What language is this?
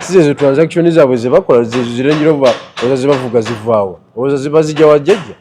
Ganda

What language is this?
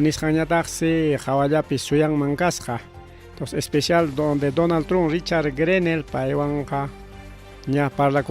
Ayacucho Quechua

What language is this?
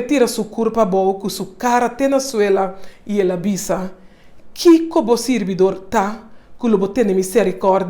Papiamento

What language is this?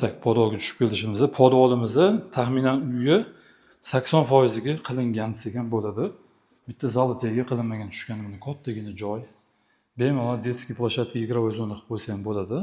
Uzbek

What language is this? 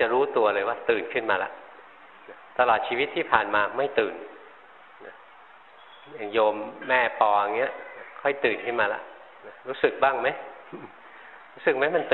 Thai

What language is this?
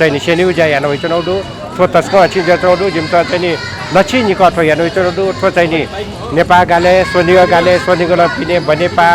Newari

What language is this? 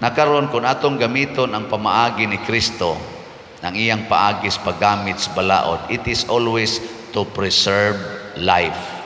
Cebuano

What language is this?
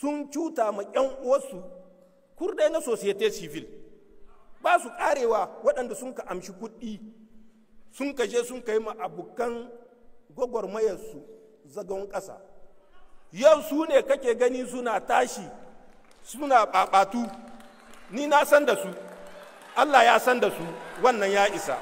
Hausa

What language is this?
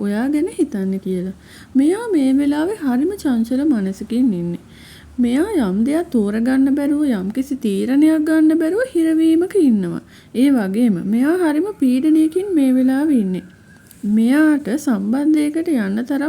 Sinhala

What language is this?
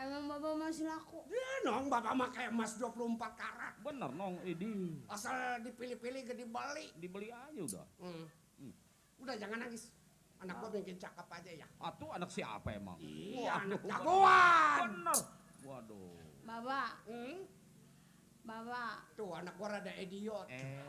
Betawi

